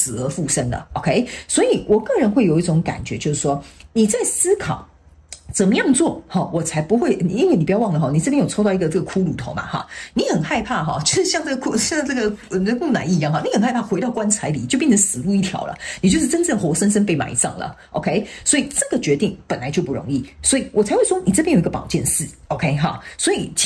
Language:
Chinese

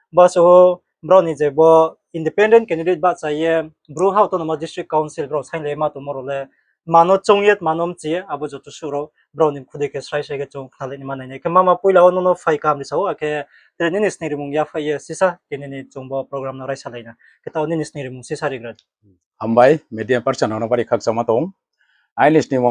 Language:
Riang (India)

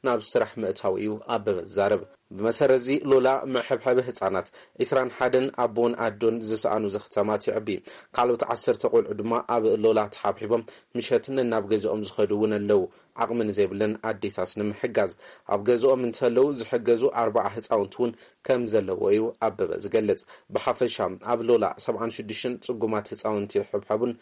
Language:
Tigrinya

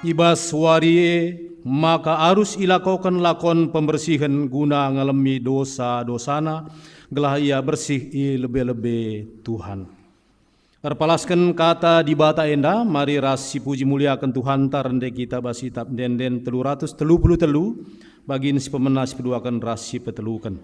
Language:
Batak Karo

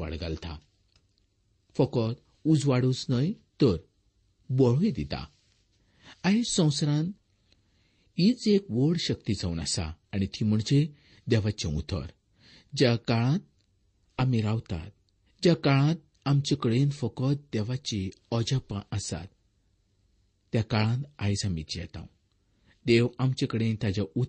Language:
Konkani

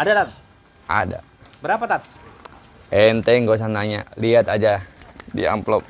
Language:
Betawi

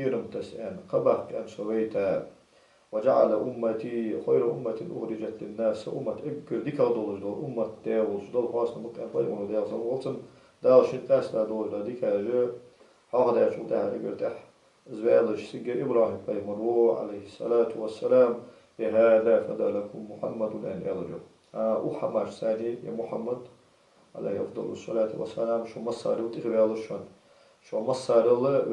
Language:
Ingush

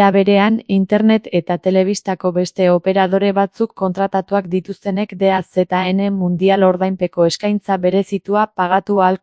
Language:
Basque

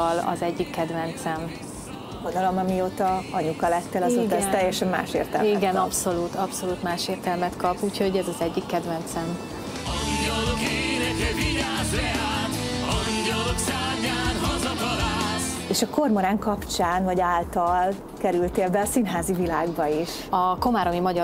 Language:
Hungarian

